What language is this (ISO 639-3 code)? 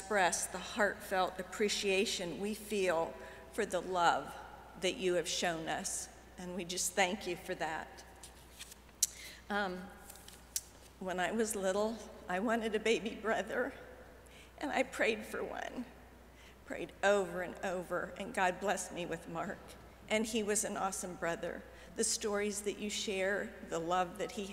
eng